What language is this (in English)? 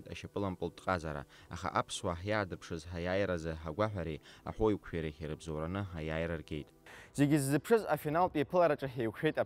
Abkhazian